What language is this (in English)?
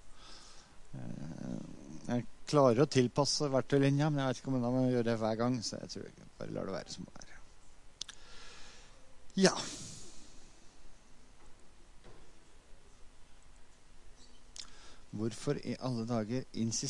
Norwegian